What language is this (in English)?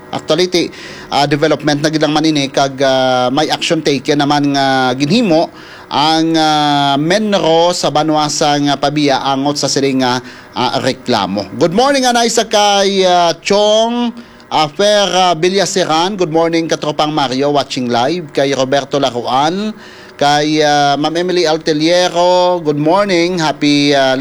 Hiligaynon